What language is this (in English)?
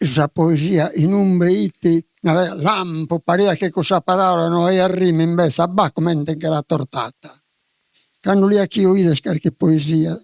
Sardinian